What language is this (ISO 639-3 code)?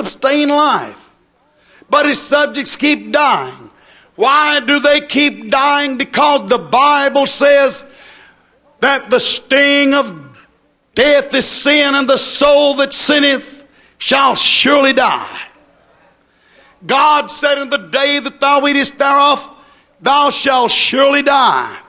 eng